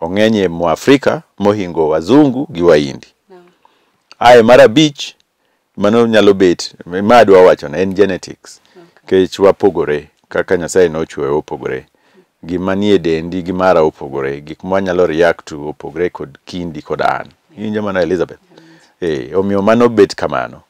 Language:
Luo (Kenya and Tanzania)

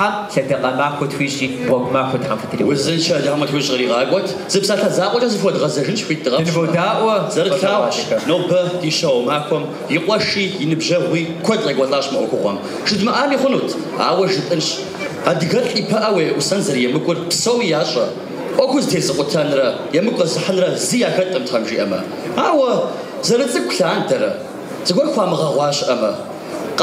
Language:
Kabardian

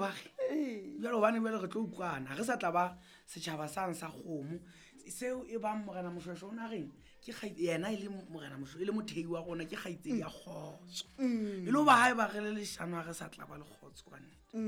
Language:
Southern Sotho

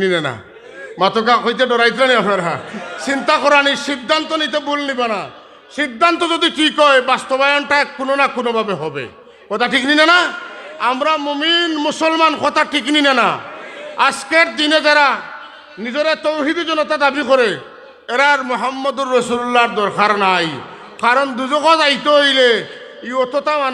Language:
Sylheti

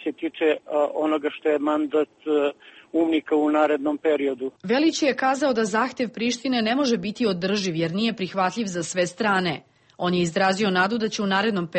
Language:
Serbian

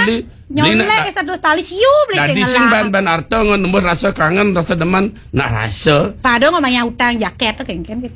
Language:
Balinese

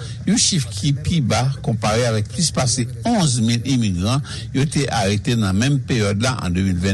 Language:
Haitian Creole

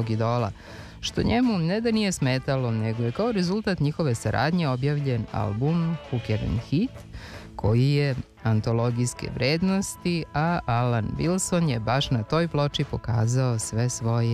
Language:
Serbian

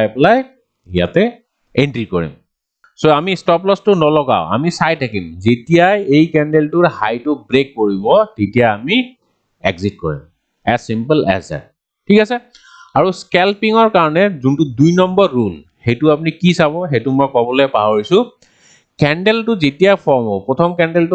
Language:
Assamese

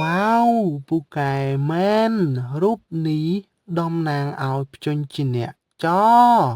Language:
Khmer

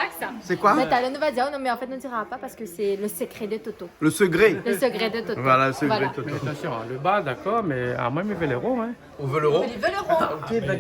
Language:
Réunion Creole French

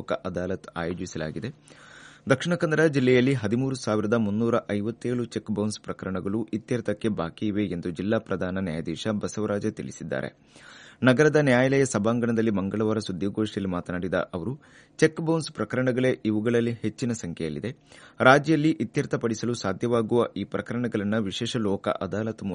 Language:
Kannada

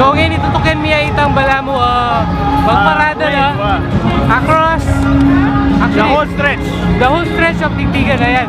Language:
Pampanga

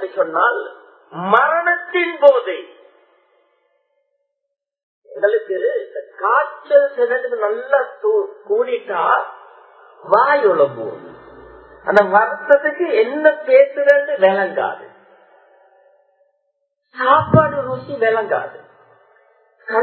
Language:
Tamil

